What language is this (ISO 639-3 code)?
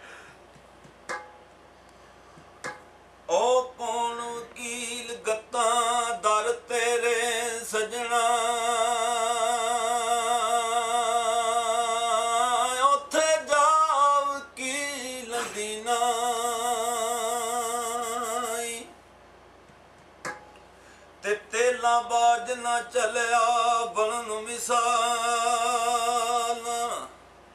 pan